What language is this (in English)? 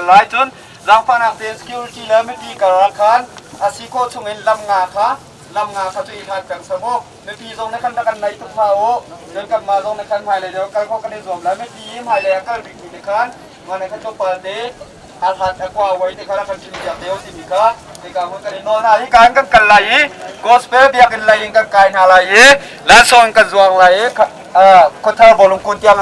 Hakha Chin